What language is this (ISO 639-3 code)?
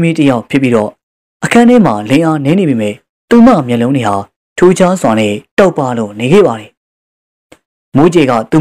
mya